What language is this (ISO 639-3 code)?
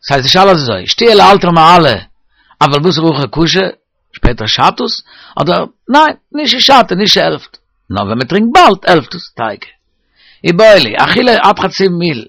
yid